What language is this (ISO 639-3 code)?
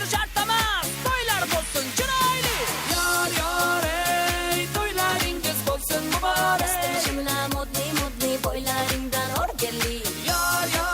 kaa